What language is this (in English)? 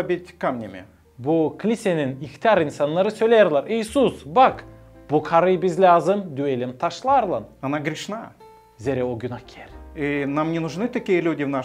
Gagauz